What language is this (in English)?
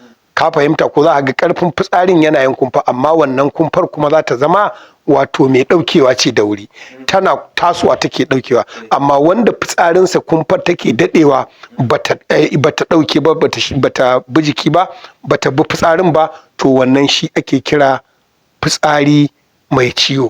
Hausa